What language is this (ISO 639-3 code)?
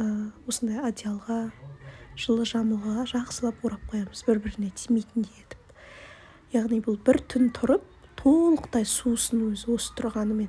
kaz